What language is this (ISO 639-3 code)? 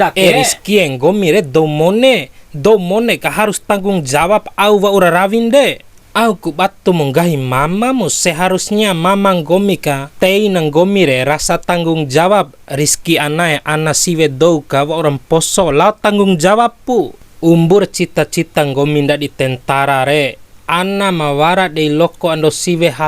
bhp